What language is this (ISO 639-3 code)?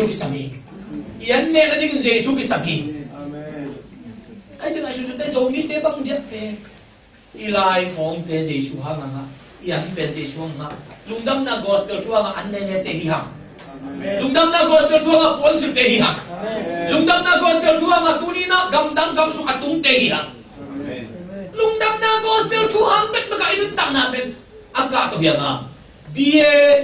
ctd